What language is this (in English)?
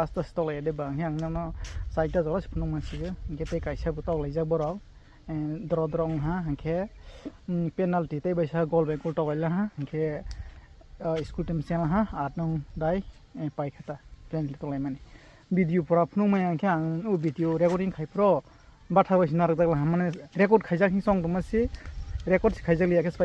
Kok Borok